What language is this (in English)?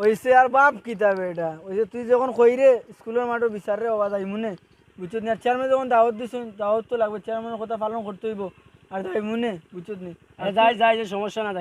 Sylheti